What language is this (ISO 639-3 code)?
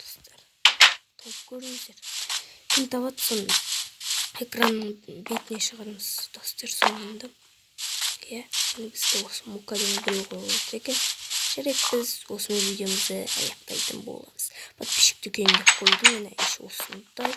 kaz